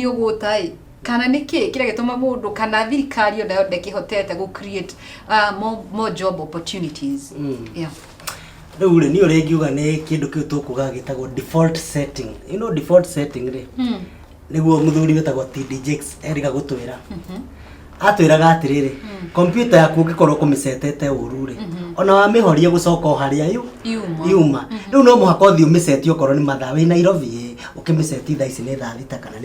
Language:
Kikuyu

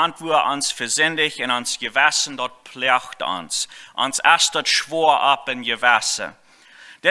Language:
Plautdietsch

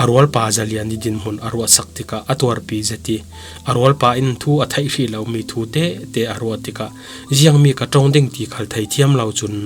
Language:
Falam Chin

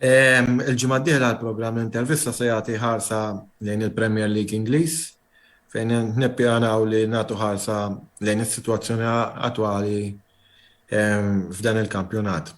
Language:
Maltese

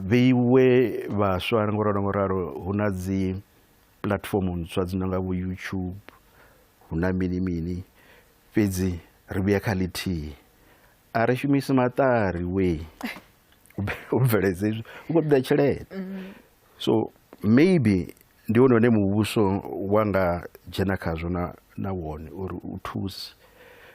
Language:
Venda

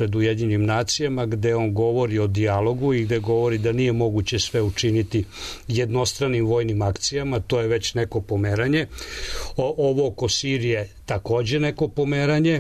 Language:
Serbian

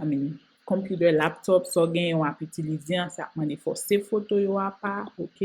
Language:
Haitian Creole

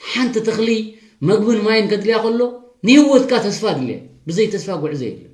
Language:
Tigrinya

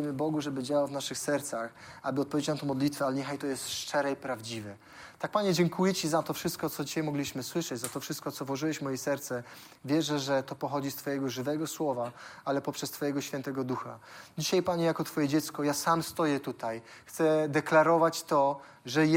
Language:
Polish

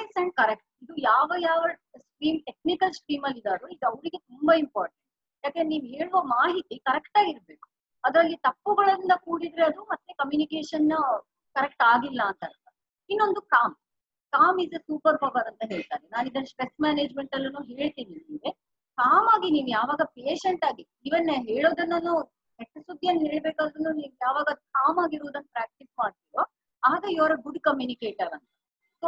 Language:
Kannada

